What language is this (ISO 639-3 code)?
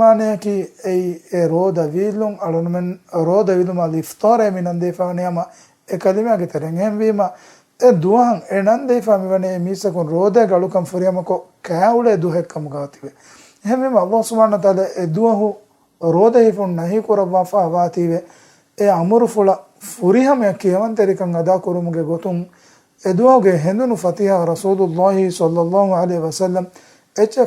div